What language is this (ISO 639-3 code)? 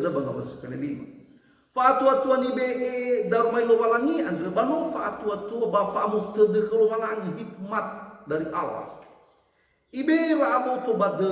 nia